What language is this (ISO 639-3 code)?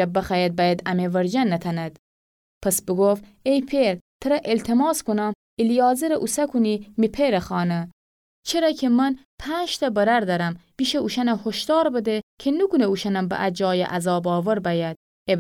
glk